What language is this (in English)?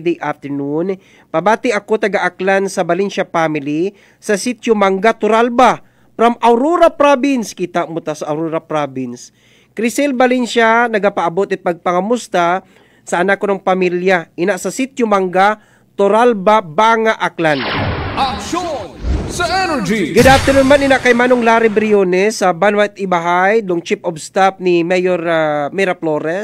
Aklanon